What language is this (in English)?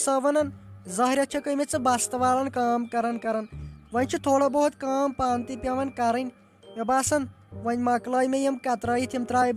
Kashmiri